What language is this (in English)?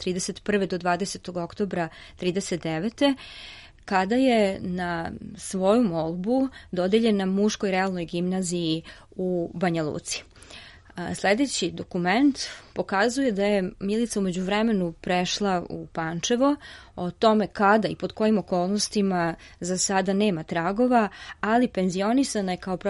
Serbian